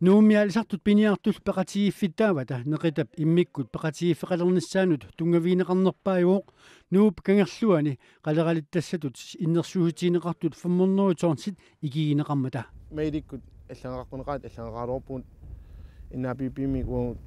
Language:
Kalaallisut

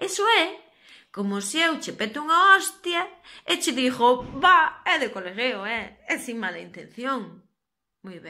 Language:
Galician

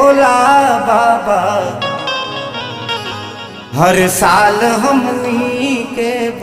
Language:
Bhojpuri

